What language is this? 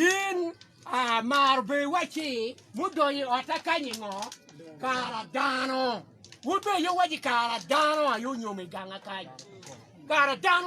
Acoli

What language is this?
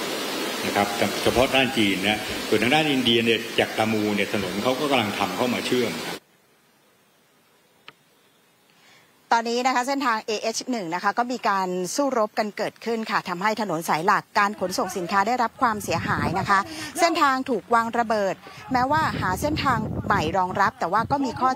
Thai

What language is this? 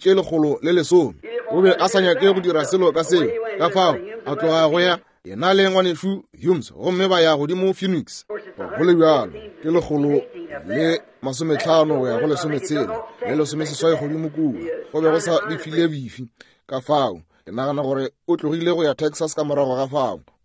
Northern Sotho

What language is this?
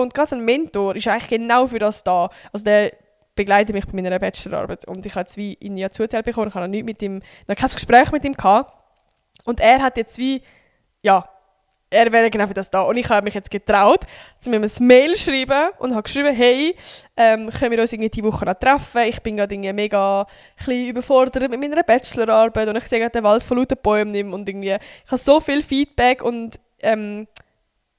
Swiss German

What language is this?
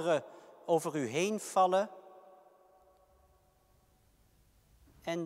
Dutch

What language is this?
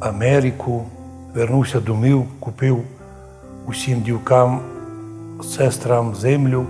Rusyn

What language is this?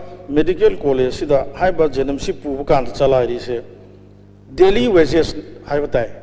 Manipuri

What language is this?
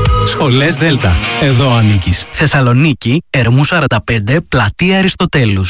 Greek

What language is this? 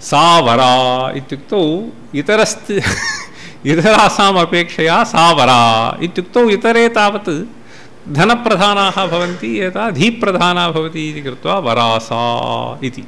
Sanskrit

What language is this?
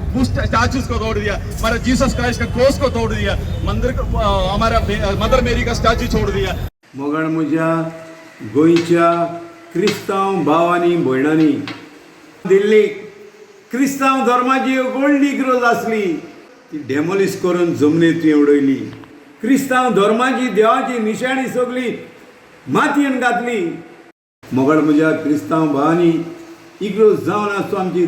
Konkani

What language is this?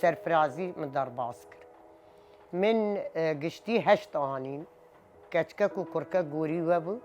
Kurdish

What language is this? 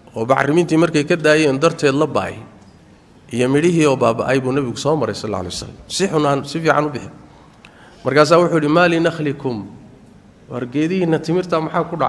Somali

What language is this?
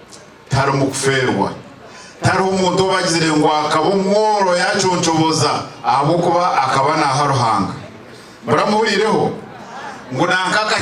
Nyankole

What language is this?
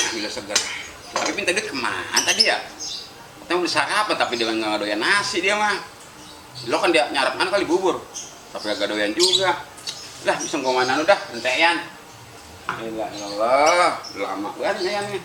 Betawi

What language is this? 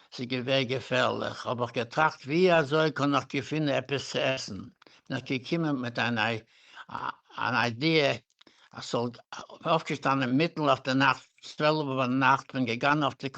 Yiddish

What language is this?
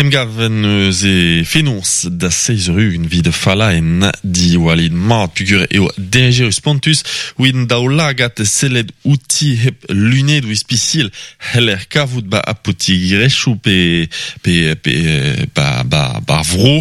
Breton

